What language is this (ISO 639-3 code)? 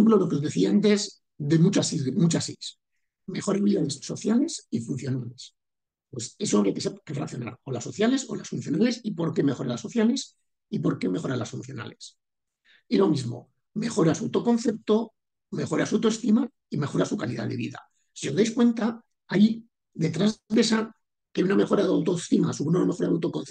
spa